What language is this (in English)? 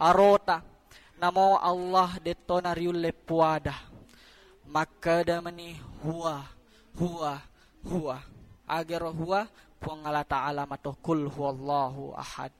Buginese